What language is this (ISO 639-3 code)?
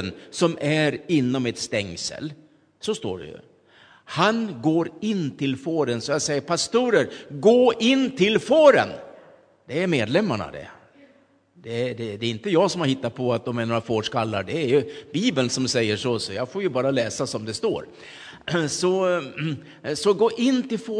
swe